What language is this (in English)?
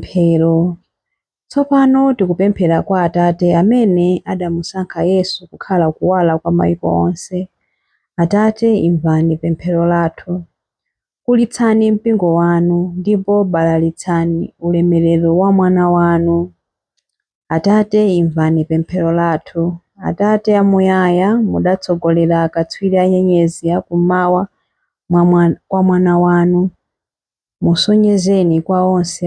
Nyanja